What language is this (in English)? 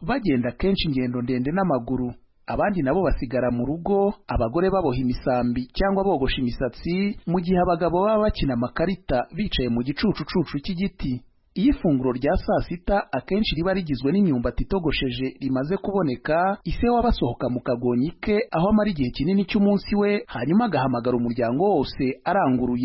Kinyarwanda